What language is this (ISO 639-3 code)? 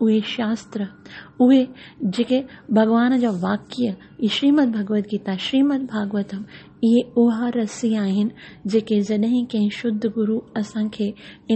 snd